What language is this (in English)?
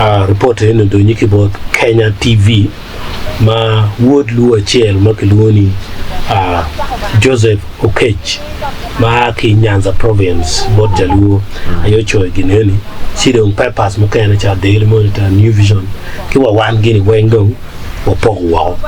Acoli